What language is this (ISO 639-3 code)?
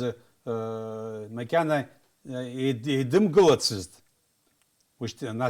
abk